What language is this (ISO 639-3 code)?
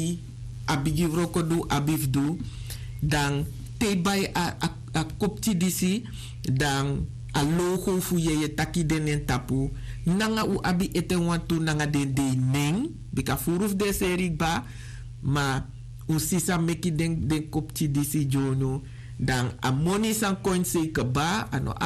srn